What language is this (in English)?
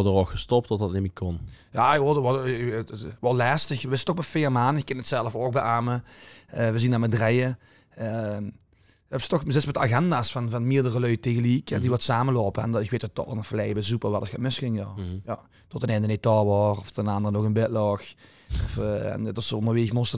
Limburgish